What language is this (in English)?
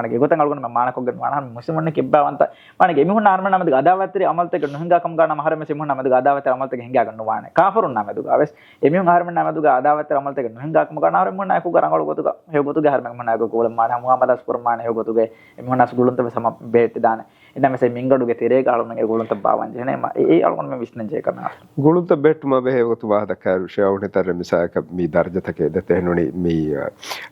Divehi